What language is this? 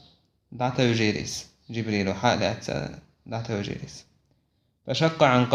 Chechen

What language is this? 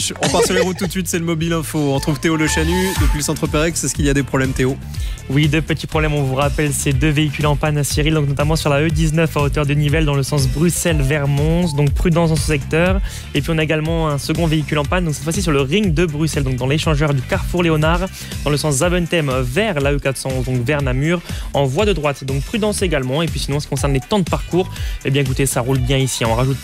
French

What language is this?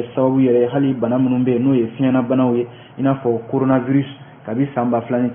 Bambara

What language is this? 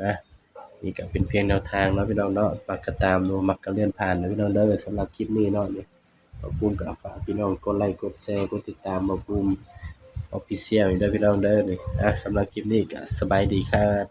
Northeastern Thai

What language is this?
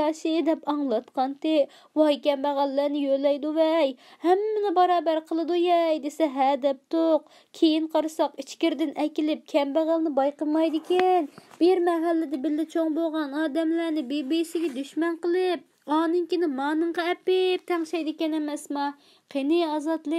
Uyghur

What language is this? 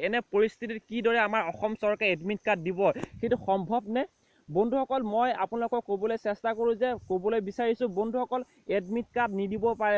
Assamese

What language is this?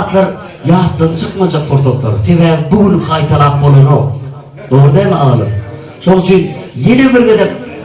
Turkmen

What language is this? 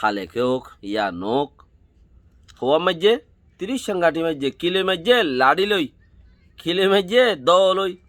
Rohingya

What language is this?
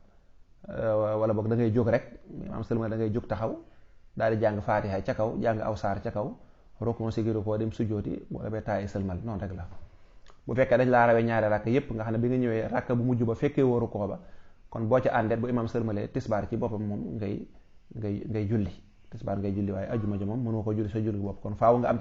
Wolof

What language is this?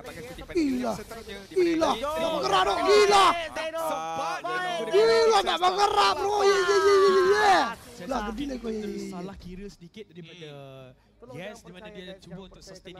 Malay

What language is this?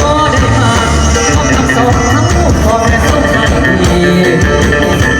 Northeastern Thai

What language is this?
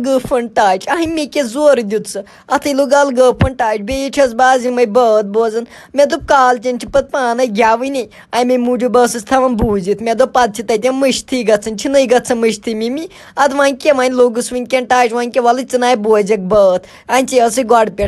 Kashmiri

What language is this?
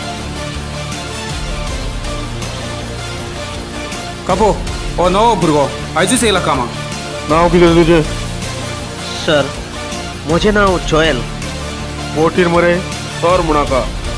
Konkani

